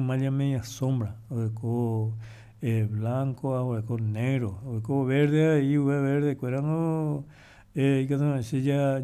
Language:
Guarani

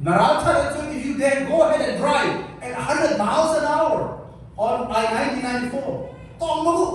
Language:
Hakha Chin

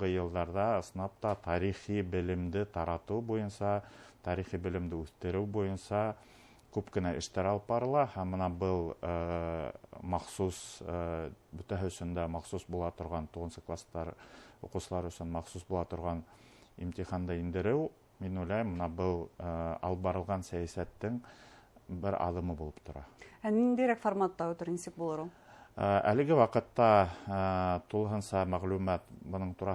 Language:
Bashkir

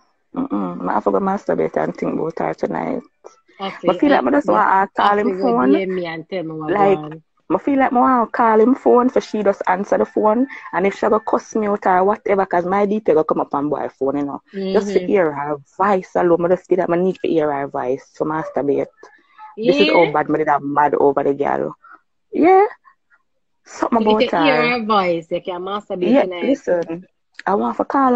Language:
Jamaican Creole English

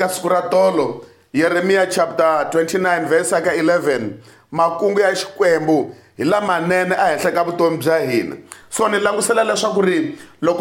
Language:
Tsonga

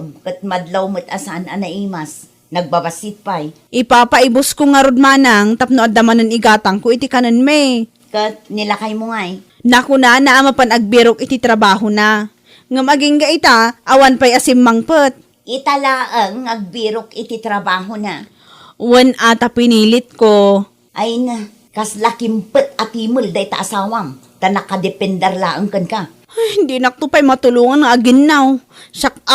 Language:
Iloko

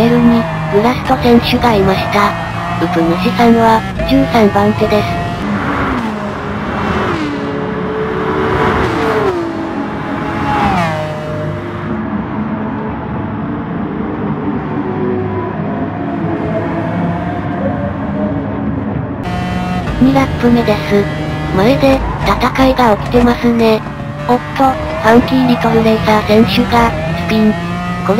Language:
Japanese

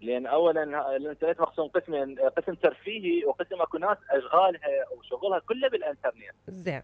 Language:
Mesopotamian Arabic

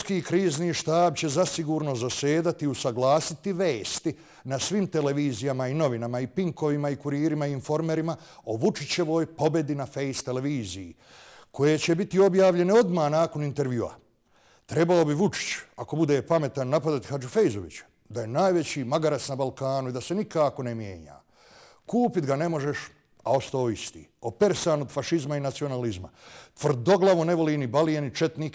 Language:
Bosnian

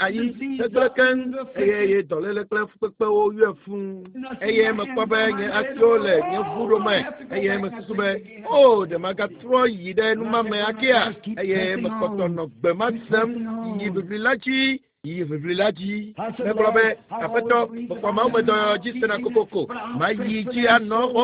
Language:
Ewe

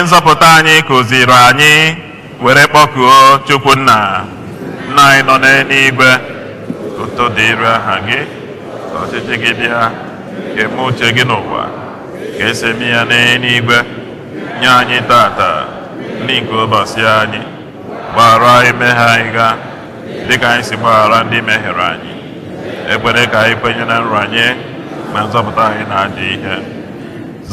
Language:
Igbo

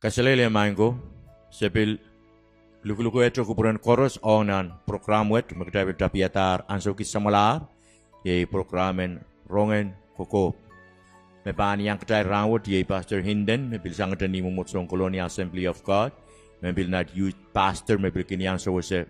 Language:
Pohnpeian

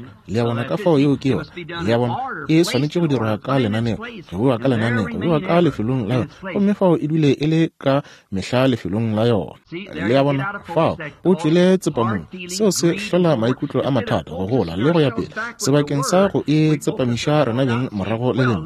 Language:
Northern Sotho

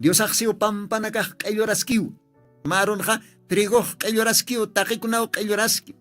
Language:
Aymara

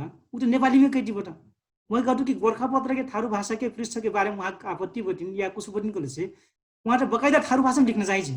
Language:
Dangaura Tharu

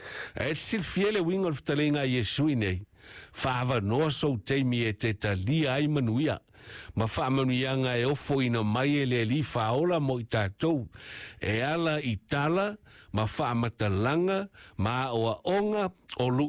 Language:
Samoan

